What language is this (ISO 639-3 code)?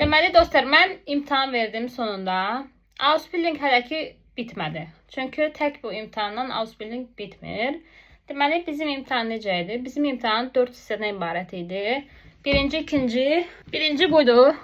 aze